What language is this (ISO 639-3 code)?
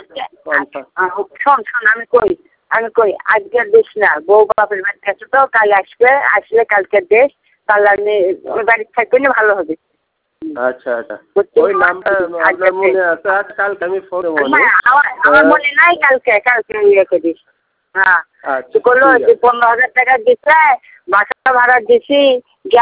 ben